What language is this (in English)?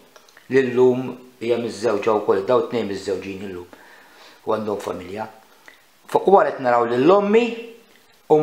Maltese